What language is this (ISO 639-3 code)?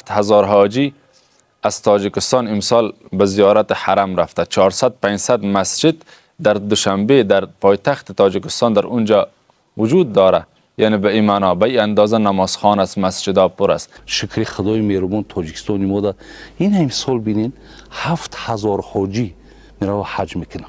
fas